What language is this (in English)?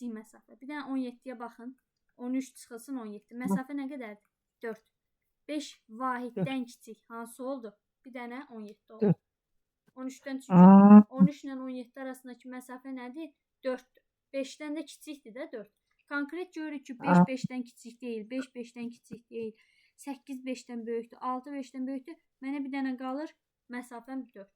Azerbaijani